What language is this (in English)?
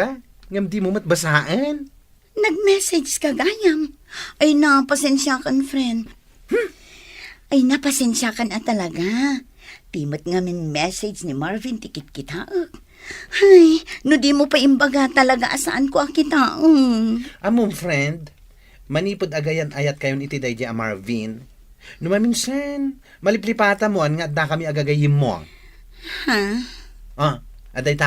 Iloko